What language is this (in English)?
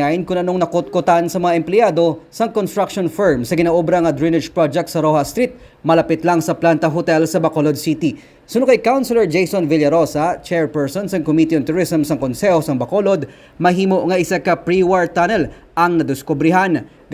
Hiligaynon